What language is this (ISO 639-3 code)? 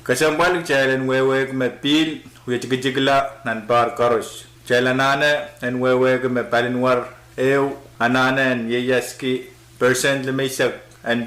pon